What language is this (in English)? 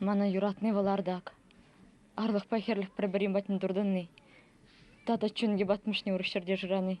Chuvash